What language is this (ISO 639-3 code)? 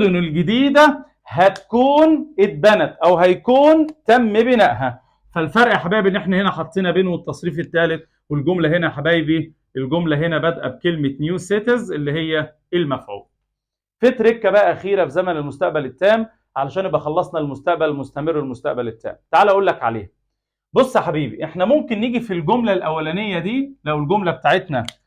arz